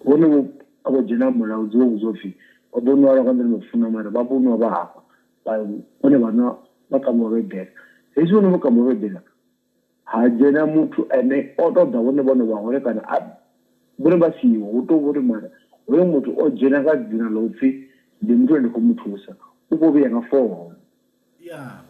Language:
Venda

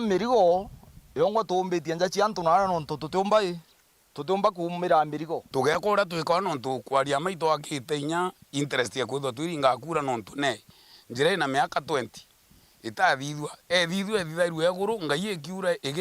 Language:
Meru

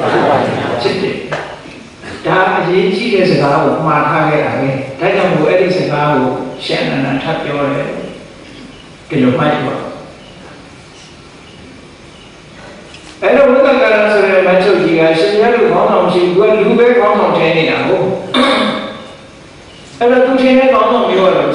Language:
Burmese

